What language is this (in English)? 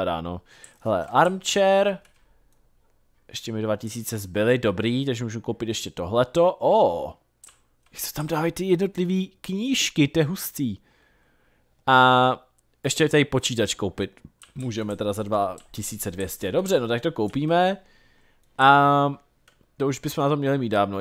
Czech